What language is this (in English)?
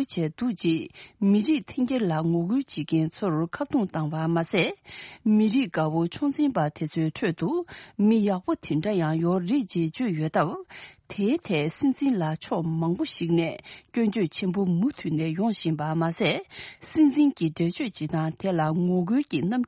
Tibetan